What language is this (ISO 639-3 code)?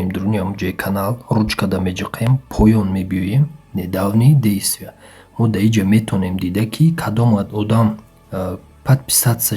tgk